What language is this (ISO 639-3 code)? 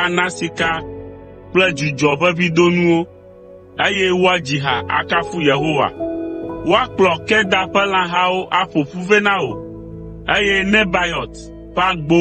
ewe